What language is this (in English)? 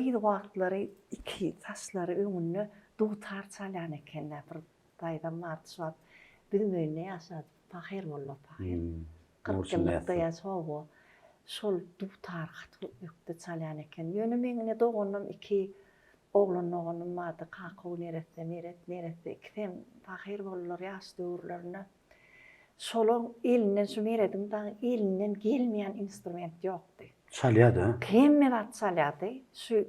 Turkmen